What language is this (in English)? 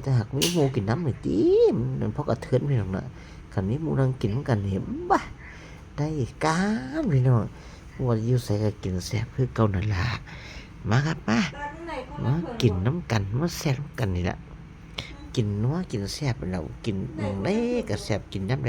Northeastern Thai